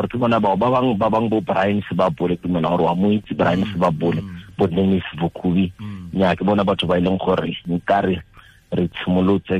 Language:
Tswana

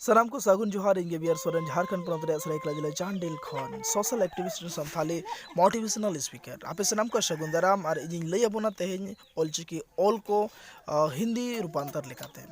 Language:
Santali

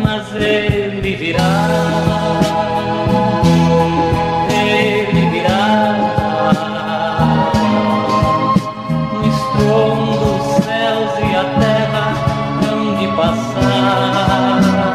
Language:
Portuguese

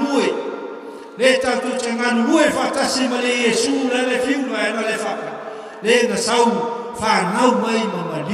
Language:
Samoan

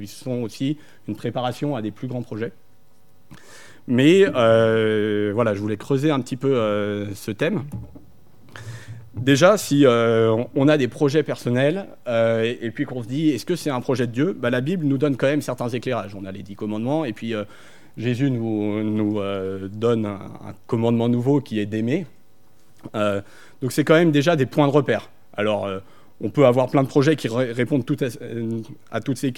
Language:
French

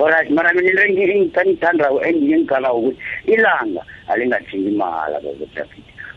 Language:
South Ndebele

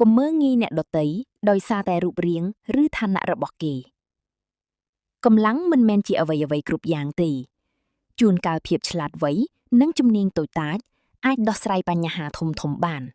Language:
Khmer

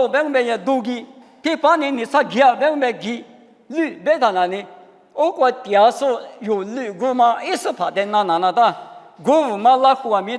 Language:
Lisu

